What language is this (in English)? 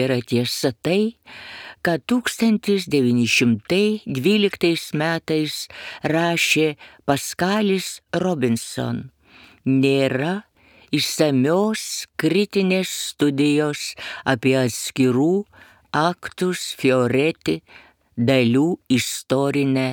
Lithuanian